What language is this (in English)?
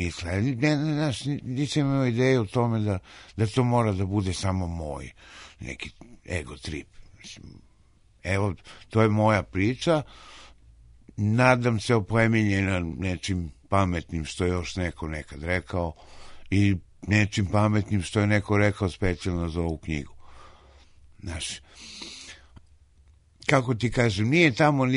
Serbian